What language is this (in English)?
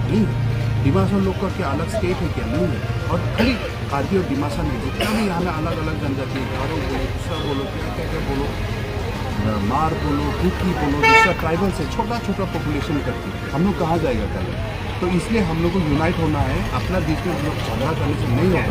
Karbi